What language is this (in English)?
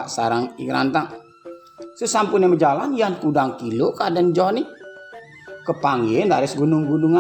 Balinese